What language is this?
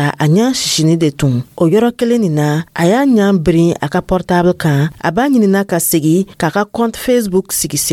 Dyula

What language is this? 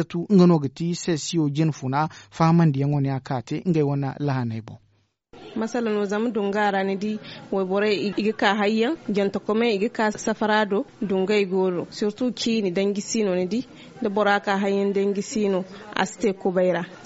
Zarma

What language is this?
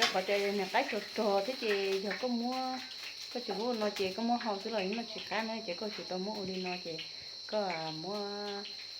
Hmong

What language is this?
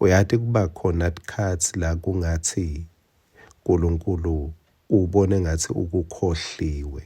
Swati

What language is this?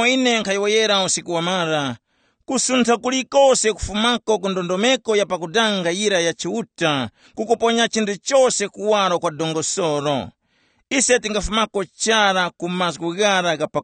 Tumbuka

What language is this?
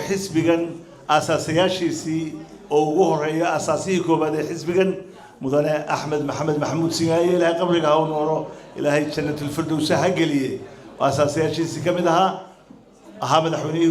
Somali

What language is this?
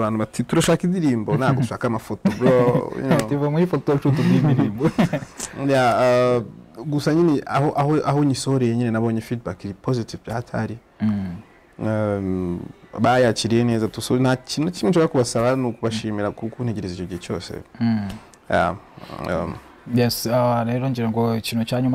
Kinyarwanda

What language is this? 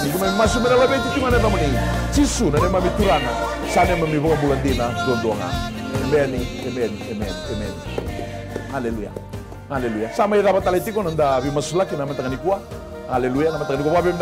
Fijian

